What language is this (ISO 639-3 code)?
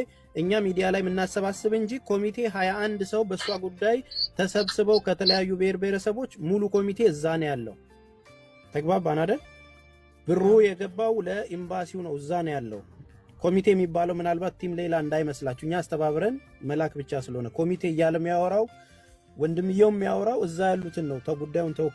amh